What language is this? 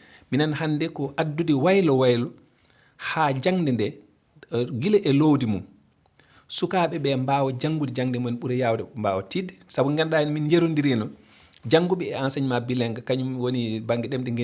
Fula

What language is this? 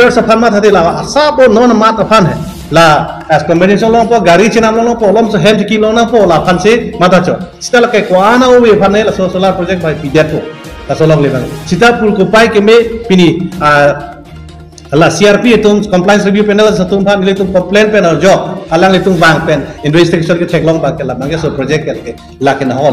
Karbi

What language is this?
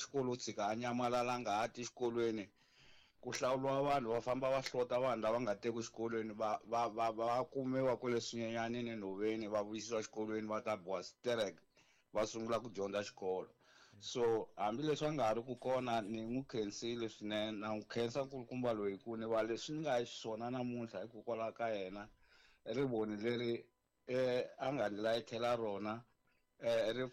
Tsonga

